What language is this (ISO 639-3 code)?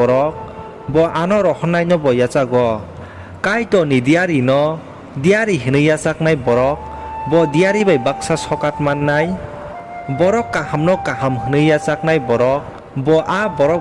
trp